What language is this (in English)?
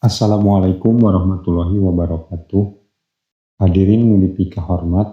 Sundanese